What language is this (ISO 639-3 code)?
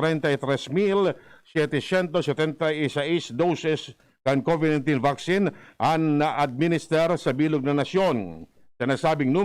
bik